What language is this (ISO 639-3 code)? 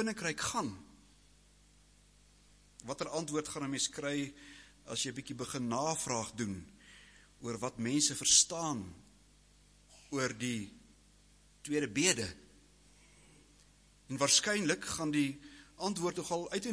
afr